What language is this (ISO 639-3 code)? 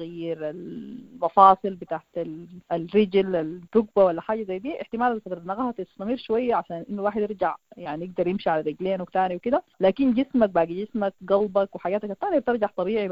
apd